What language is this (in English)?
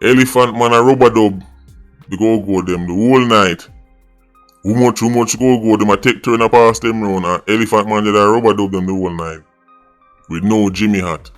Jamaican Creole English